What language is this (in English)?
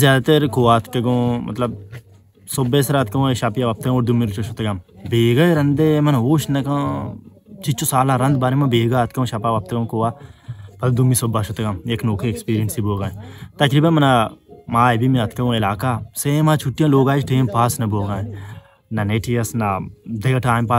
Baluchi